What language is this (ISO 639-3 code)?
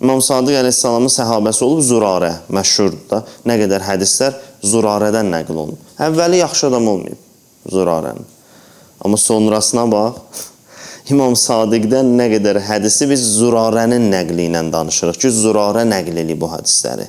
aze